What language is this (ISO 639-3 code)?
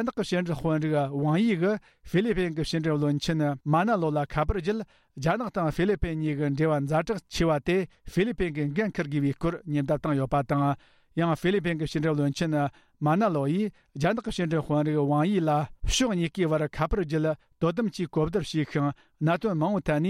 bod